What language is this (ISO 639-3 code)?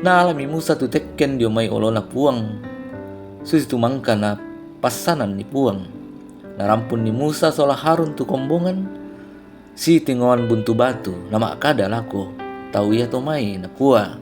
sda